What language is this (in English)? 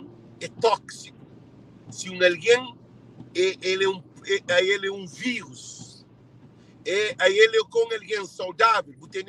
Kabuverdianu